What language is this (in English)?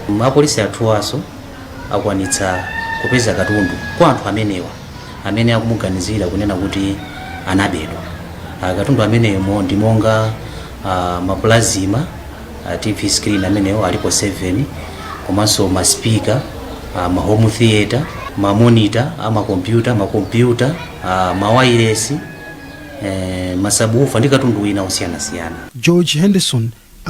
Nyanja